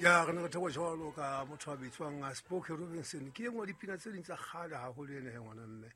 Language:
Southern Sotho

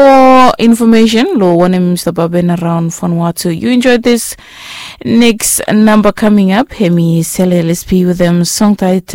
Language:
Bislama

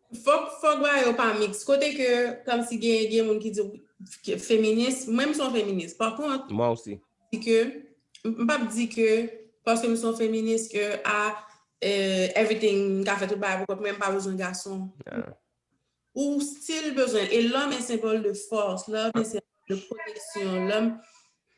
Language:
Haitian Creole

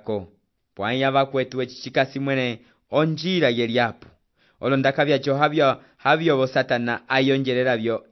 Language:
Umbundu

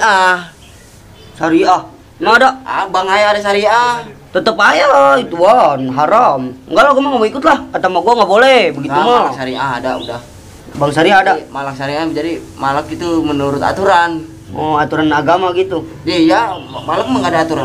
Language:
Betawi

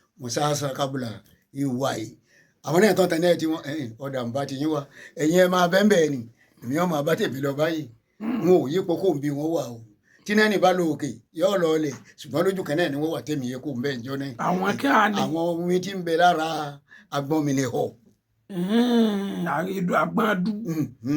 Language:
Yoruba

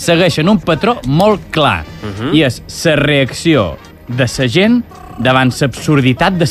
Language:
Catalan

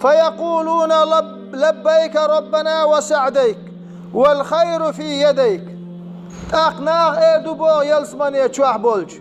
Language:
Chechen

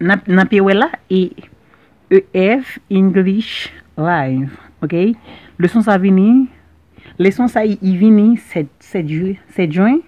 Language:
Haitian Creole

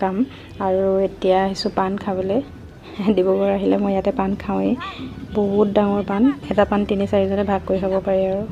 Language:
Assamese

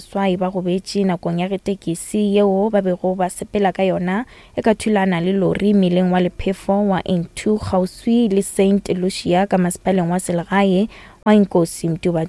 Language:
Northern Sotho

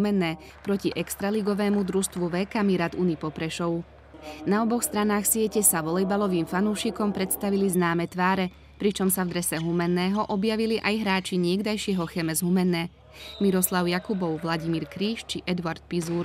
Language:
Slovak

